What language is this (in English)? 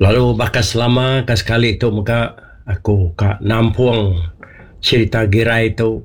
Iban